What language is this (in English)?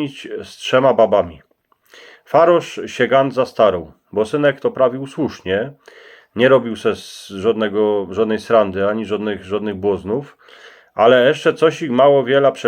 Silesian